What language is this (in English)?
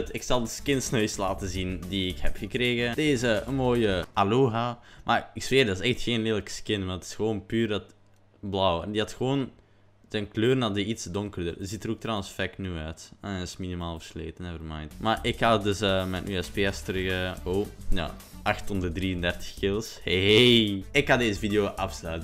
Dutch